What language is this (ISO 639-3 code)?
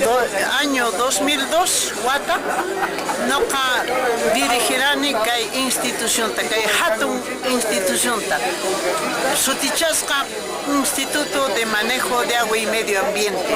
que